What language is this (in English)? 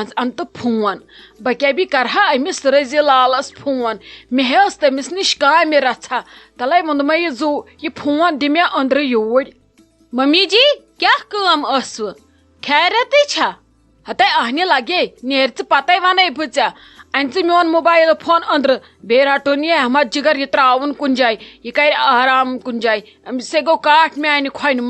Kashmiri